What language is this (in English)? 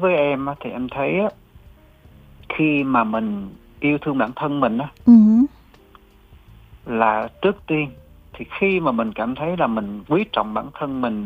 Vietnamese